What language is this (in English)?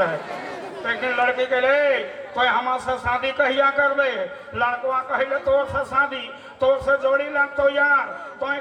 Sadri